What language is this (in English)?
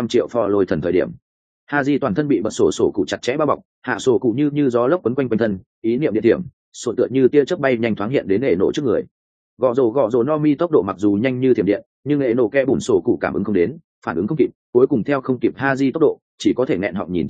Vietnamese